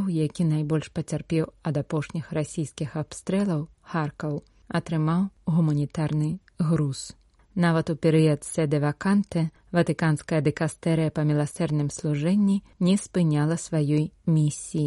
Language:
Belarusian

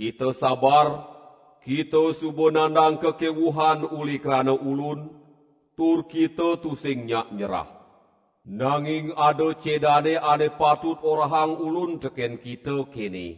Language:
Balinese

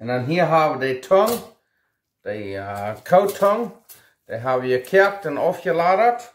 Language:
Plautdietsch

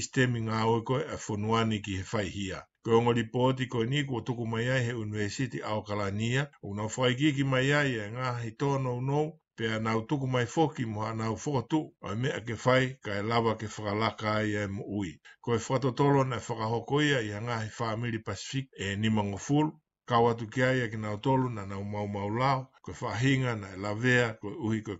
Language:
Tongan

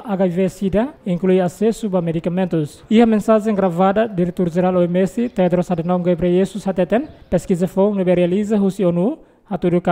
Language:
Tetum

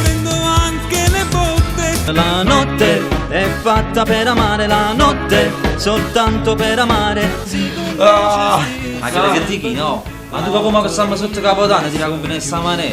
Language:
Neapolitan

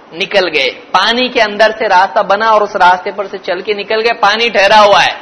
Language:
Urdu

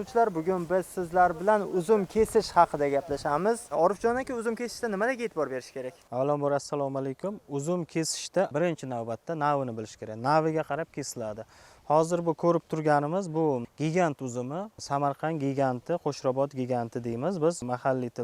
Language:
Uzbek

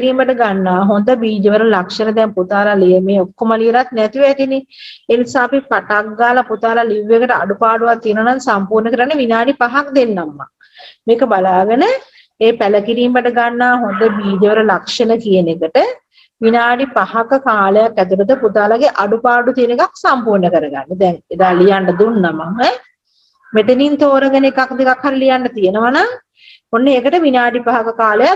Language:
Sinhala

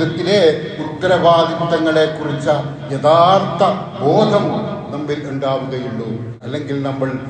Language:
Malayalam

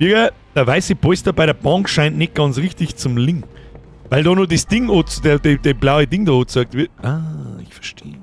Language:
Bavarian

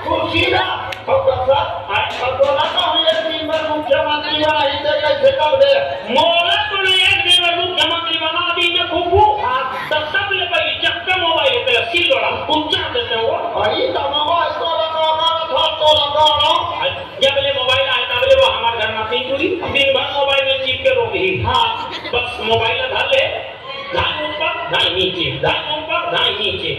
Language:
Chhattisgarhi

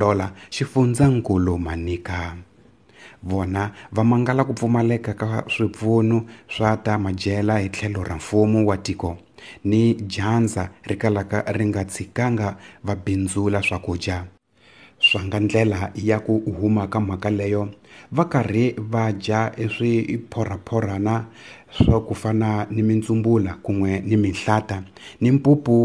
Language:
Tsonga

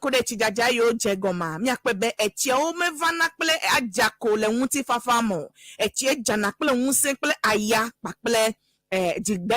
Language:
Ewe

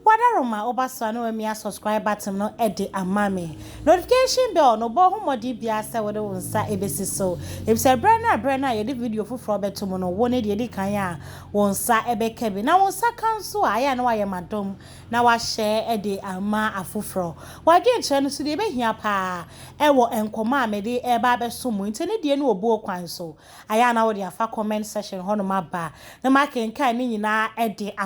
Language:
Akan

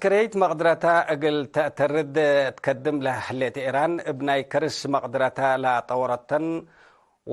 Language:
Tigre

